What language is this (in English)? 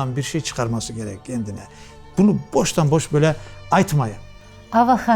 Crimean Tatar